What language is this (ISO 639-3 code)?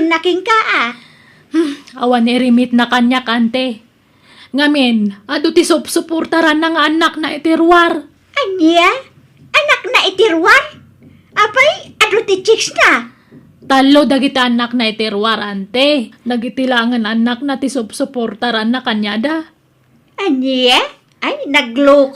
ilo